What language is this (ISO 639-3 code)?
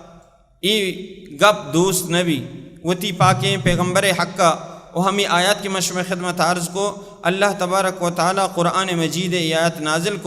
bal